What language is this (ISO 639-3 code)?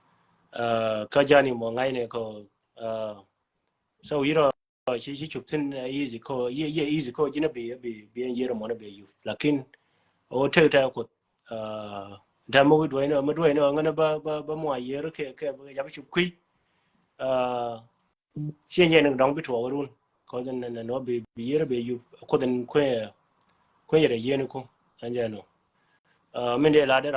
nus